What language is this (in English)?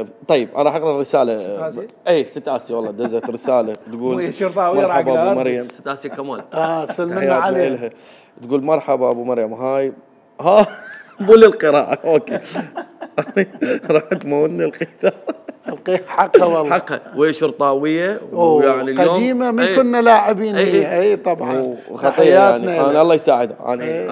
Mesopotamian Arabic